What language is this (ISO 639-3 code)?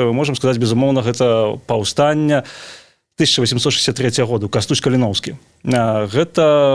bel